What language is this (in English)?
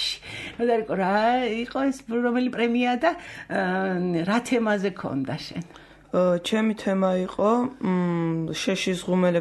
Georgian